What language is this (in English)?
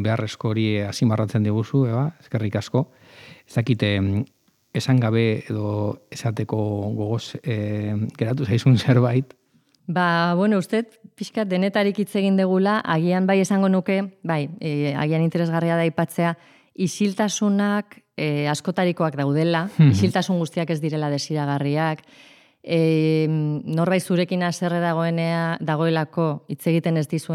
Basque